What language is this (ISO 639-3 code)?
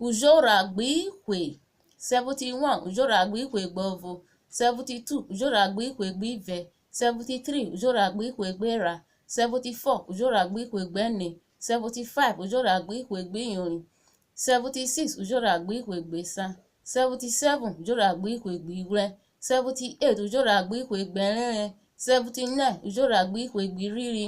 urh